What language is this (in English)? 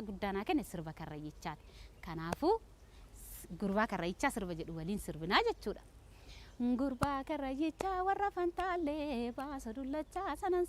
Oromo